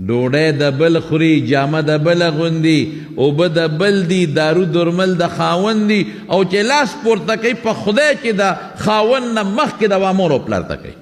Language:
Pashto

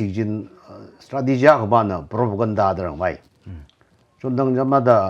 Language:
Tangkhul Naga (India)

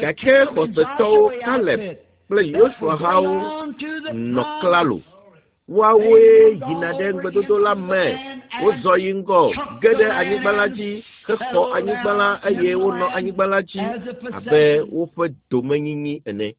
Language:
Ewe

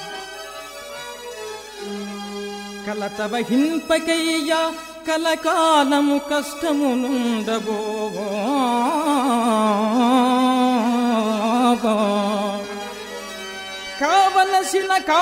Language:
Telugu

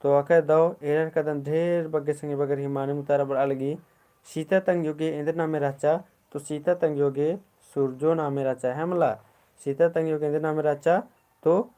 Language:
Kurukh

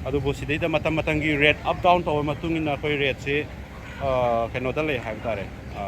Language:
Manipuri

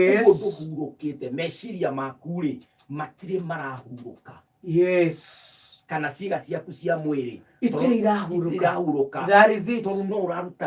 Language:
Kikuyu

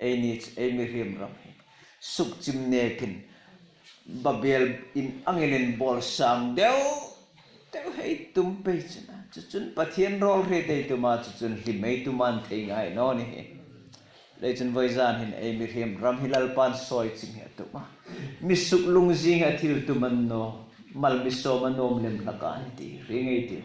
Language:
Hmar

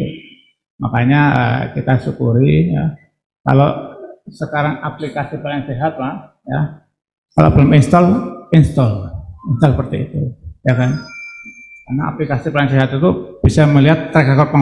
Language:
Indonesian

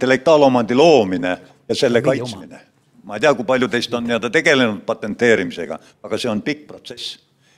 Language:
Estonian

